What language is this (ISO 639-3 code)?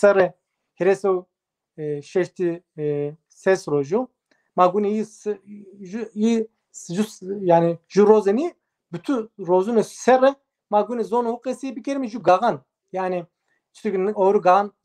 zza